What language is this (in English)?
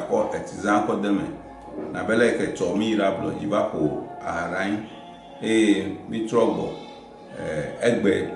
Ewe